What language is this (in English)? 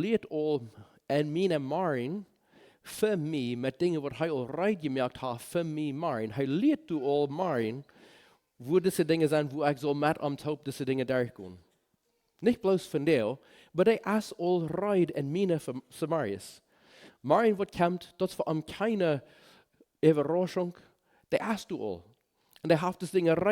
Plautdietsch